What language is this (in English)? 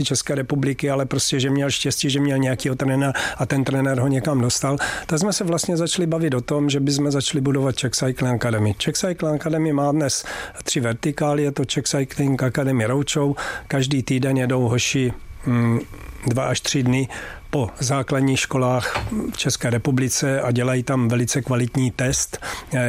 Czech